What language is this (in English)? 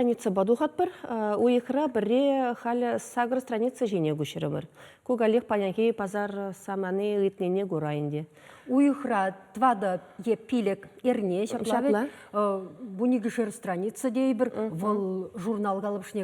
Chuvash